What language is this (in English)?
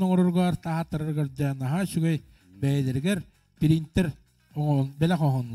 Yakut